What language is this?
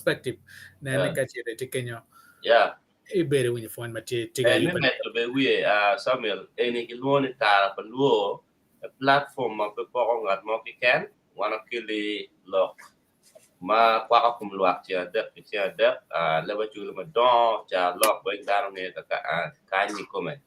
Acoli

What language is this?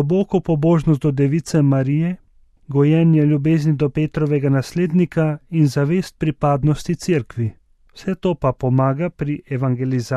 Slovenian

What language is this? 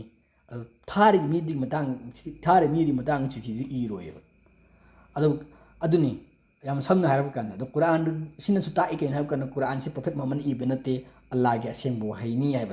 Manipuri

